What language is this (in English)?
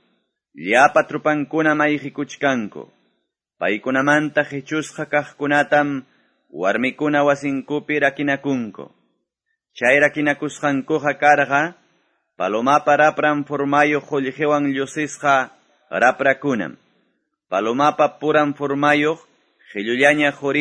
Quechua